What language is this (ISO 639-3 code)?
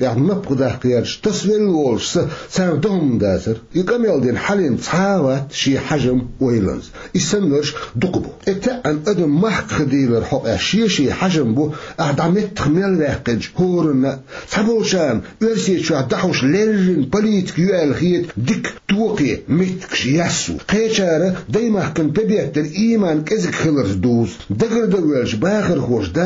che